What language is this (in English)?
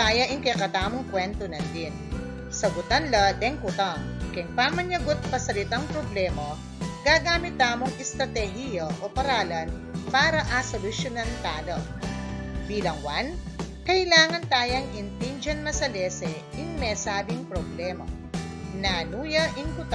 Pampanga